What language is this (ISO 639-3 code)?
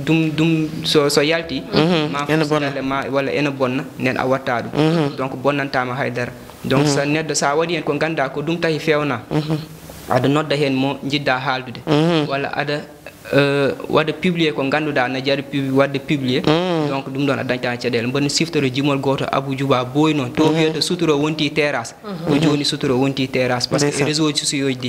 ful